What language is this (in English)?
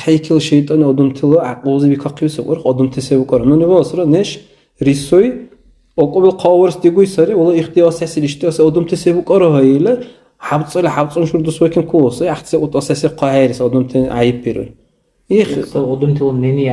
Dargwa